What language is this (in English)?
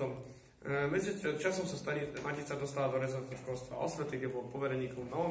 Slovak